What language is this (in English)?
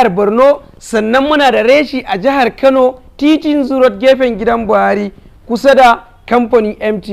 Hausa